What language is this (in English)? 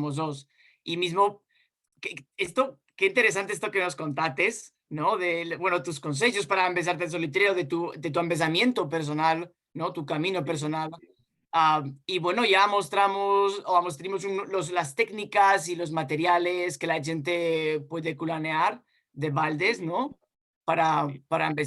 Ladino